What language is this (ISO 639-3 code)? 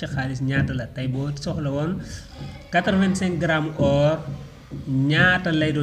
wol